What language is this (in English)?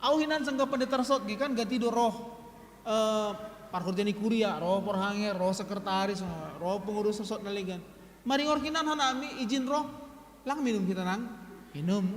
Batak Simalungun